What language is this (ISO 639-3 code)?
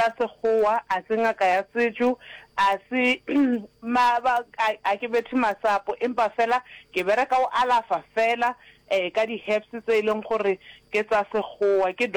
nso